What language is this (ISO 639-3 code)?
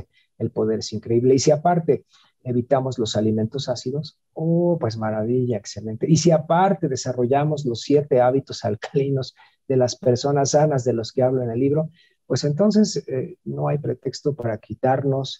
spa